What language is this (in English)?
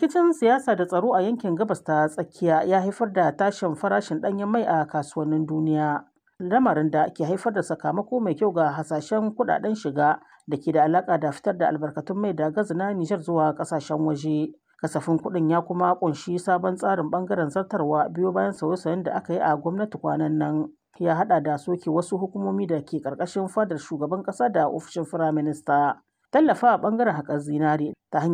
Hausa